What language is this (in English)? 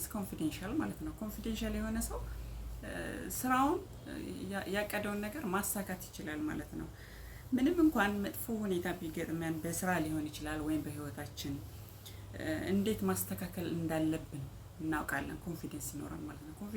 Amharic